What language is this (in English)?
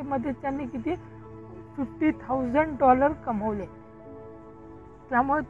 Marathi